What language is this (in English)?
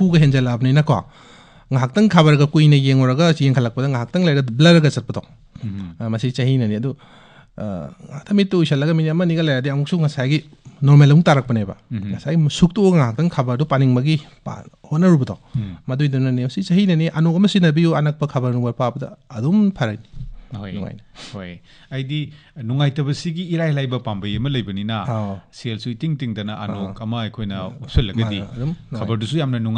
Manipuri